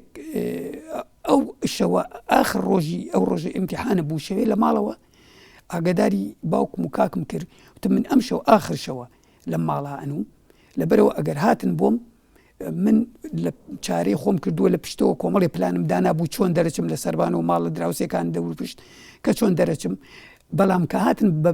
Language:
Central Kurdish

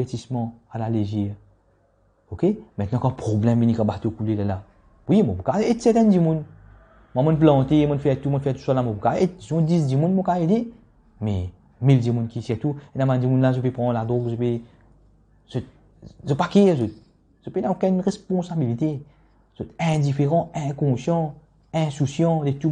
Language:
Morisyen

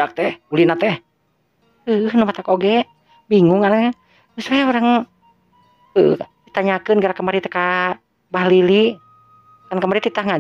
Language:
Sundanese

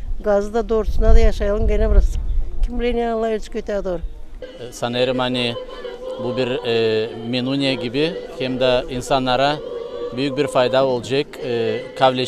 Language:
Gagauz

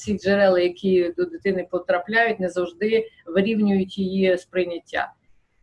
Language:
Ukrainian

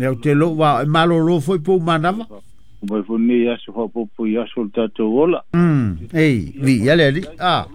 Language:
Samoan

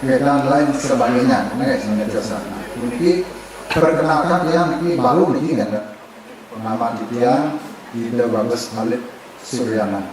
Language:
Balinese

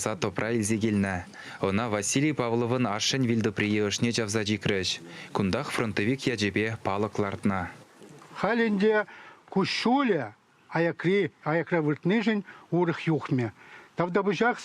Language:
Chuvash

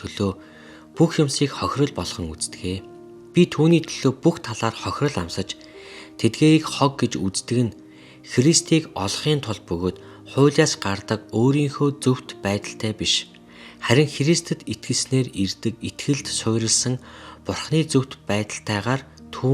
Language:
Mongolian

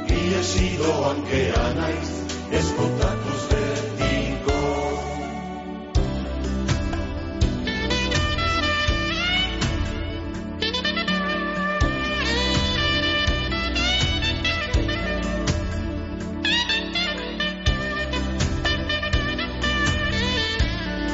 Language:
Basque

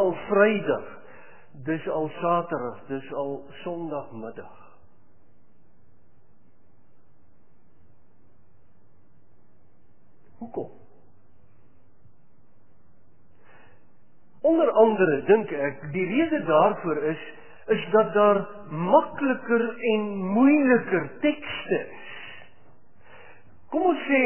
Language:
Afrikaans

